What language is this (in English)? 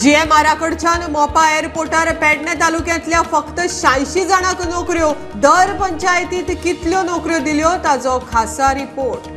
Konkani